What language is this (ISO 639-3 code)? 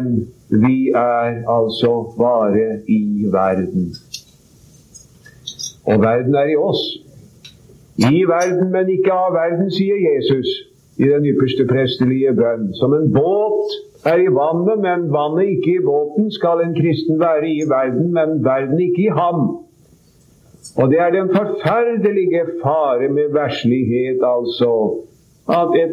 nor